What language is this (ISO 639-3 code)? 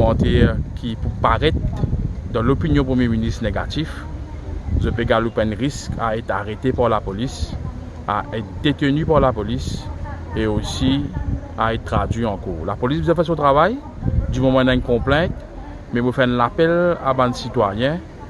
mfe